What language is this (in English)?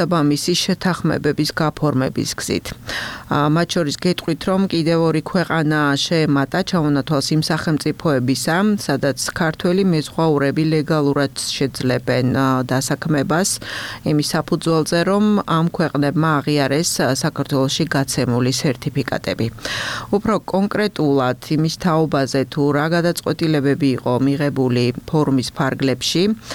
Georgian